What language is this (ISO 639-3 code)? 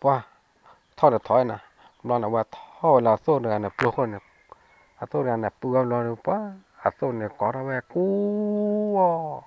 ksw